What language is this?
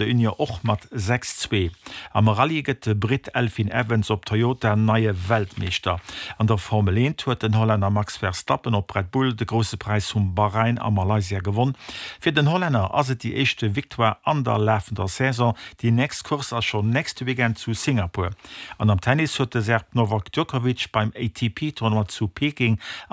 Luxembourgish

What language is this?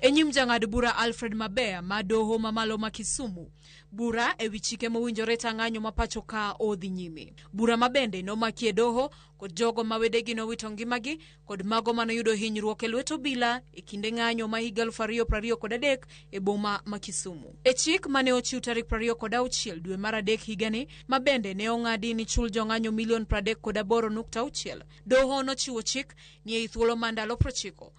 Luo (Kenya and Tanzania)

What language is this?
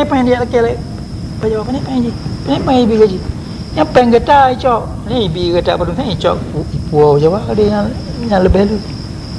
Achinese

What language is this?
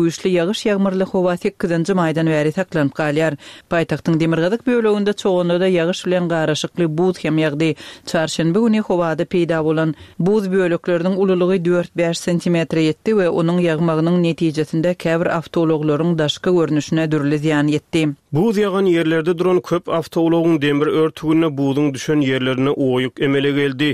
Turkmen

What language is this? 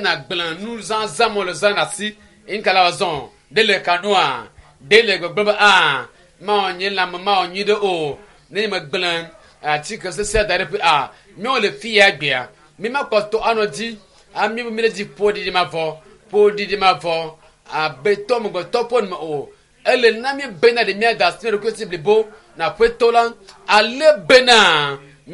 Ewe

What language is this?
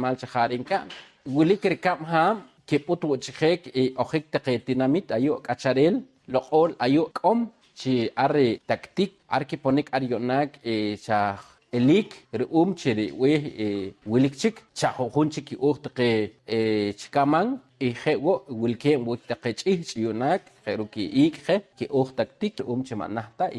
Poqomchi'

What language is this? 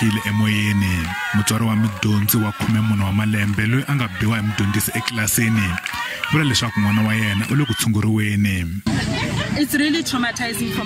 Tsonga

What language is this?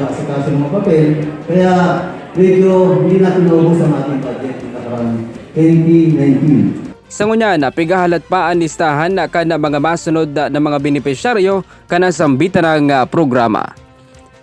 Bikol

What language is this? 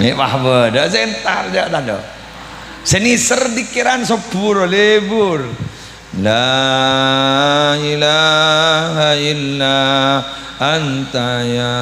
Madurese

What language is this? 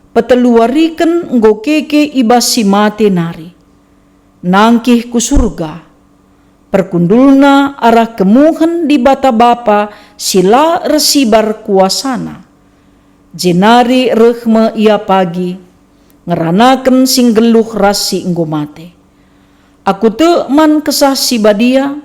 Batak Karo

